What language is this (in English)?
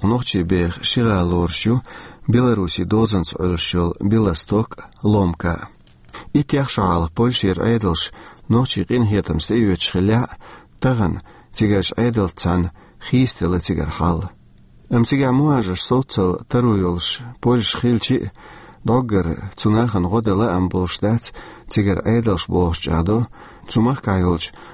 Chechen